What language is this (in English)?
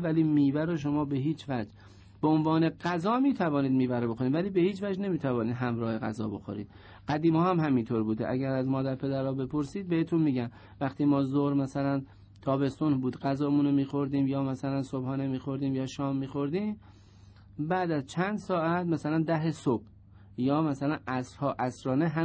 Persian